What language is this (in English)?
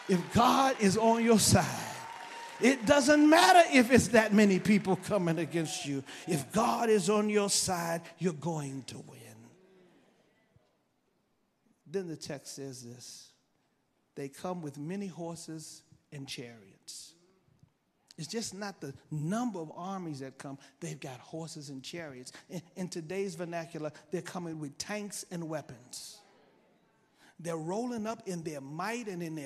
English